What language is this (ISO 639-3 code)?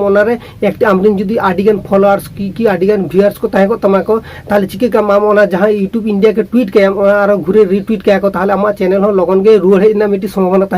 sat